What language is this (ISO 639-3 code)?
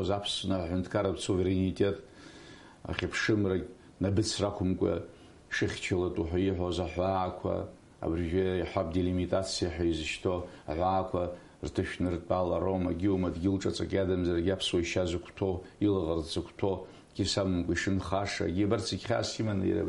abk